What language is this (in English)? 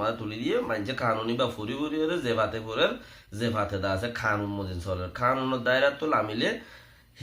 Rohingya